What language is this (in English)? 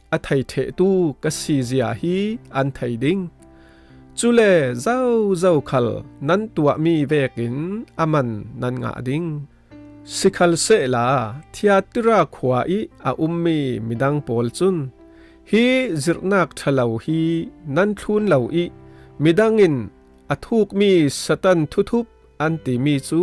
Falam Chin